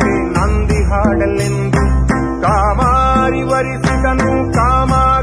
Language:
Kannada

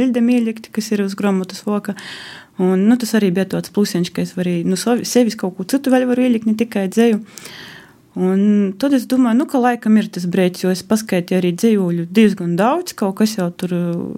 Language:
Latvian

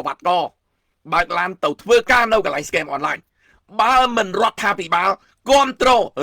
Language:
Khmer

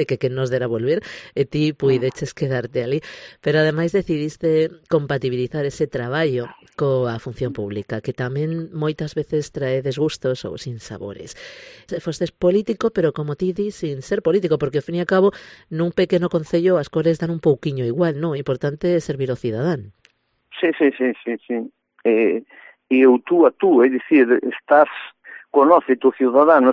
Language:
Galician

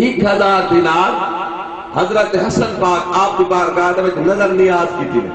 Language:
Saraiki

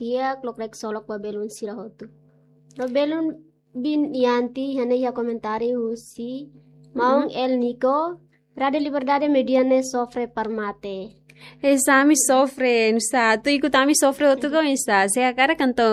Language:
Tetum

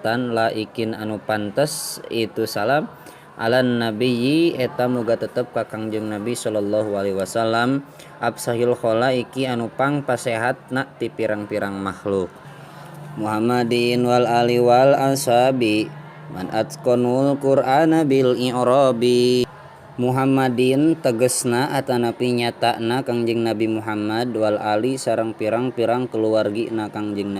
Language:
Sundanese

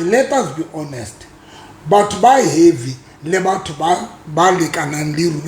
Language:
Southern Sotho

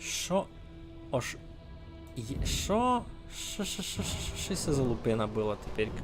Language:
Rusyn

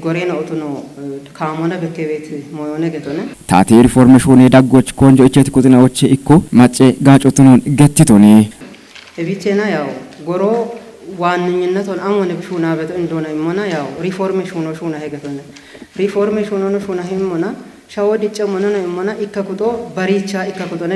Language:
Kafa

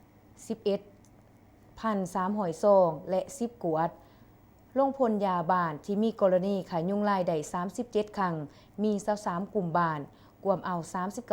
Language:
Lao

